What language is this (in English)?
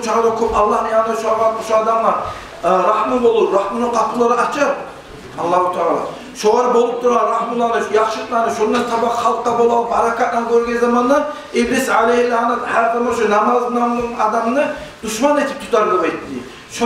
Kumyk